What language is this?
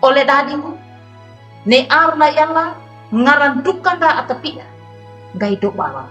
Wejewa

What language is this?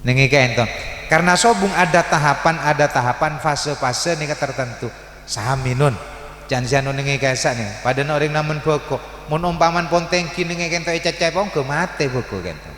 Madurese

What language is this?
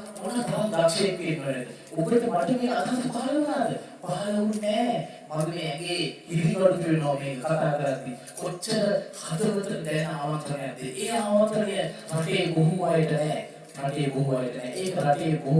Sinhala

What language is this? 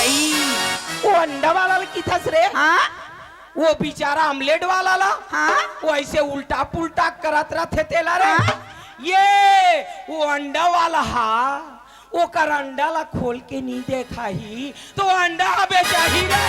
Chhattisgarhi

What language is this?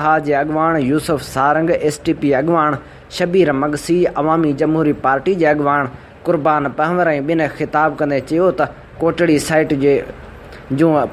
Sindhi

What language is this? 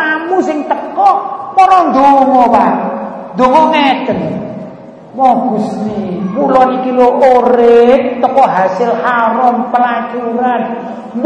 Javanese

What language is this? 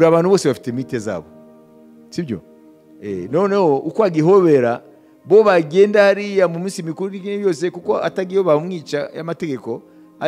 Kinyarwanda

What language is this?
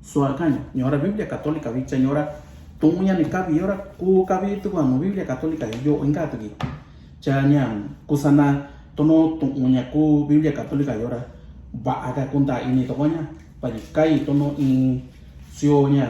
Mixtepec Mixtec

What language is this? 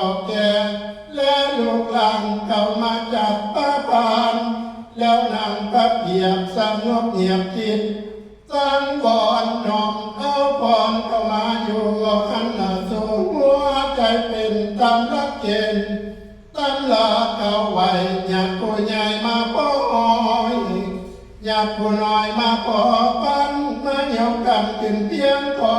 Northeastern Thai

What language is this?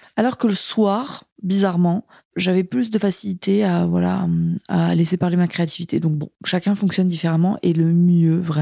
French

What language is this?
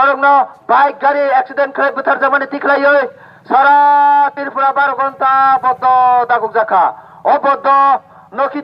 Kok Borok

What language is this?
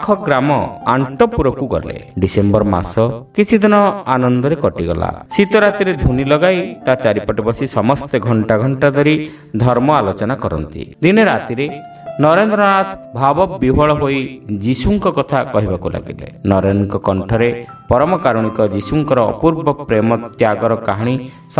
Odia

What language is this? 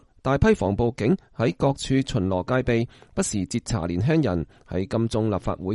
Cantonese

